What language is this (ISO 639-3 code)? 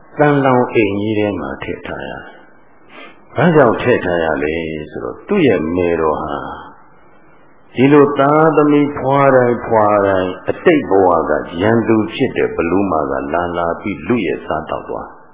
mya